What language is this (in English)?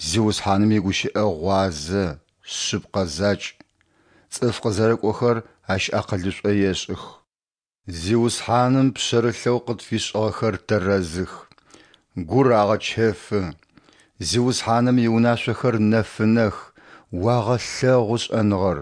Adyghe